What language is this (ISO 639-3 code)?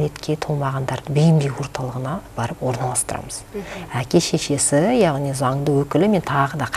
kaz